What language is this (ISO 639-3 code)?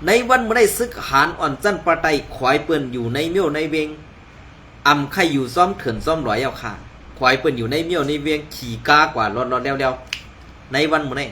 shn